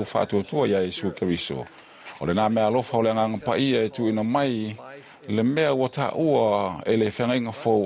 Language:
Samoan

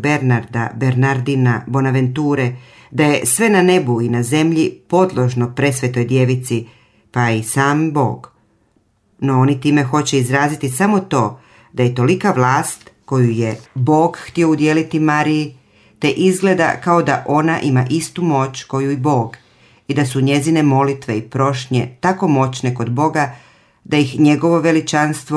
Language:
Croatian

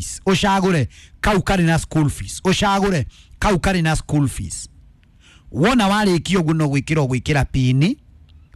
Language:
Kikuyu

